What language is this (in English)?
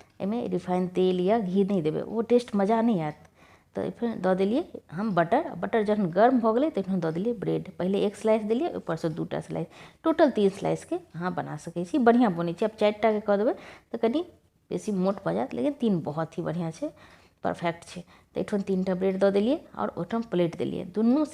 Maithili